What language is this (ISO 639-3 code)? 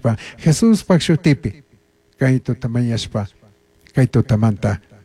qug